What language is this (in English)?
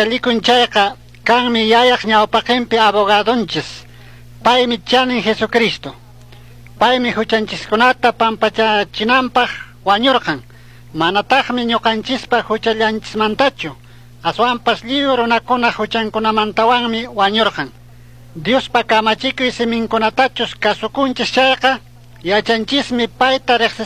Chimborazo Highland Quichua